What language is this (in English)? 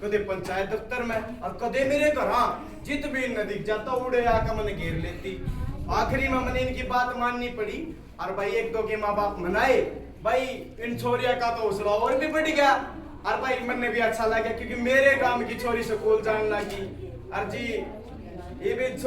Haryanvi